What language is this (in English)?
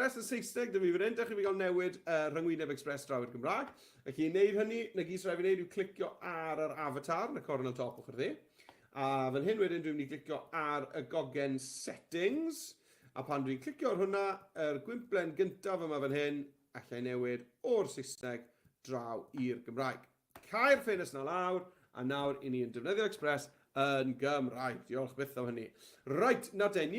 Welsh